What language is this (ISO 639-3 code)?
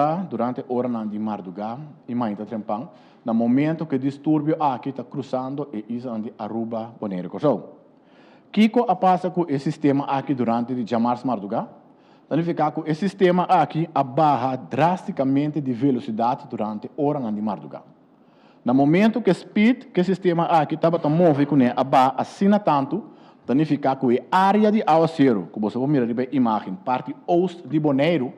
pap